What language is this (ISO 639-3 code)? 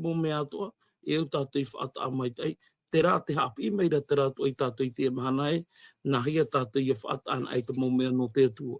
tah